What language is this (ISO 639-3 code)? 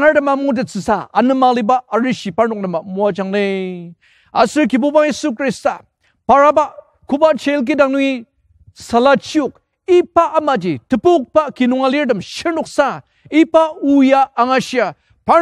njo